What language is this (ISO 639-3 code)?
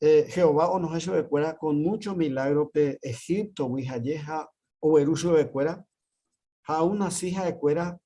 grn